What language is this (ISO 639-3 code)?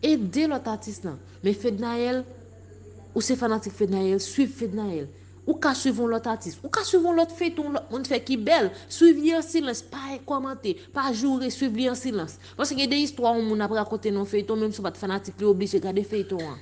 hat